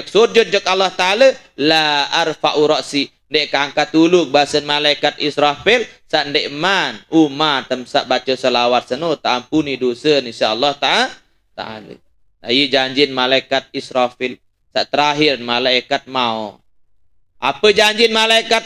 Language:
Sasak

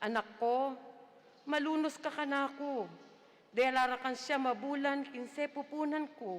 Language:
Pampanga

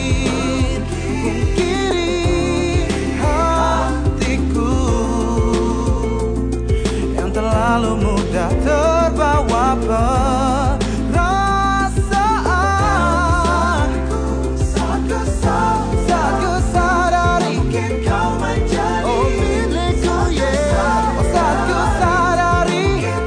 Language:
Indonesian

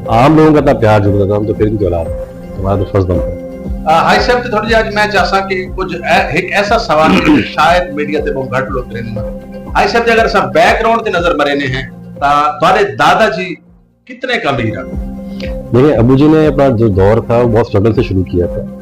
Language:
Saraiki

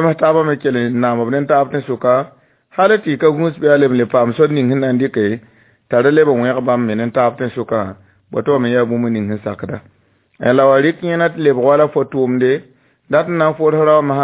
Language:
Mossi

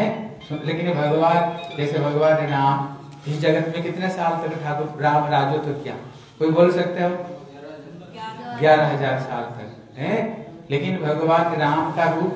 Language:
Hindi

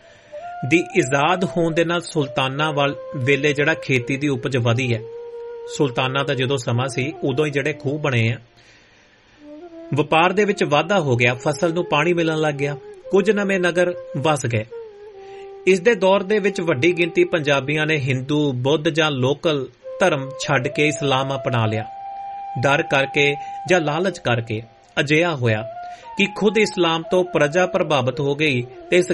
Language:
Punjabi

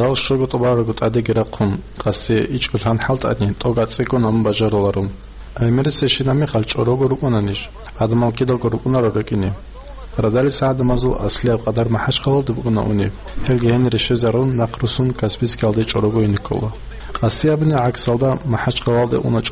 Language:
Avaric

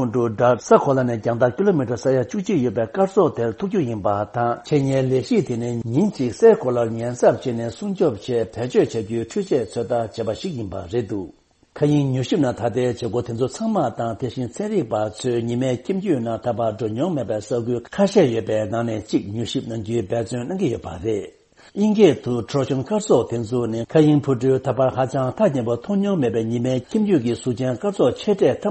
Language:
Tibetan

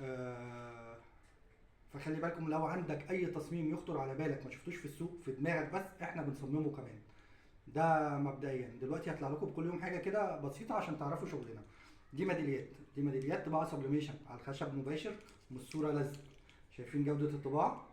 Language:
Egyptian Arabic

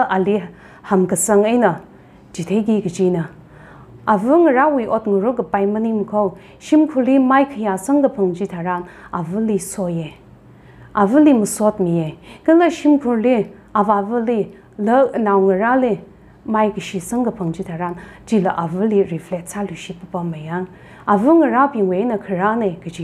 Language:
Tangkhul Naga (India)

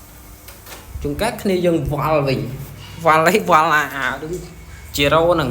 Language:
Khmer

